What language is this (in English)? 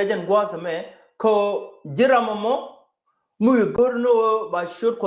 Nuer